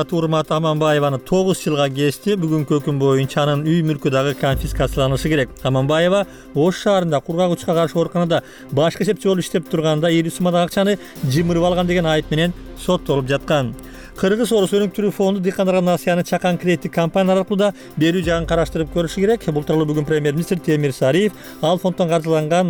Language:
Kyrgyz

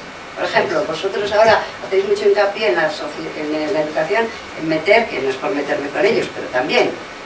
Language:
Spanish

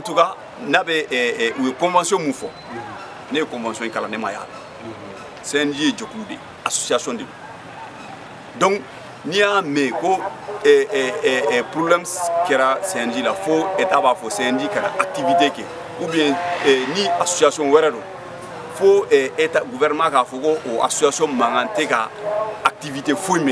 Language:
Bambara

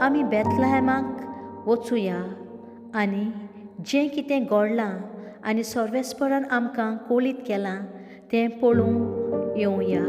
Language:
Konkani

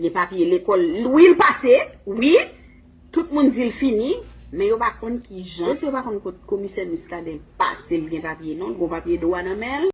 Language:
Haitian Creole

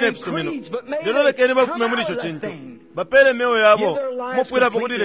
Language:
Bemba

